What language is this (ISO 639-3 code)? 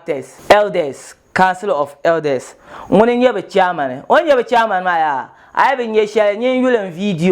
dag